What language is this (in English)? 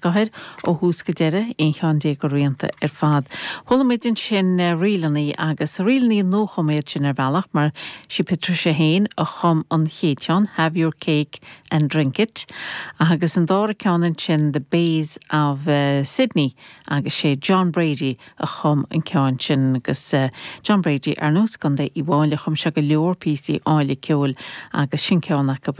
Irish